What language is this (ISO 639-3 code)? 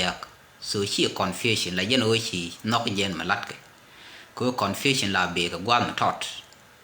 nus